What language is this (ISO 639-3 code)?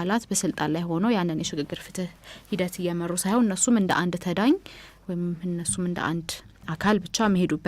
amh